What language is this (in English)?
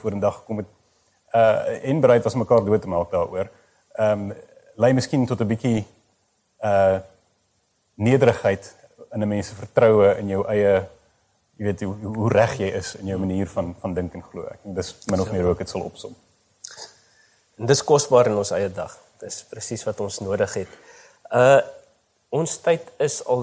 Afrikaans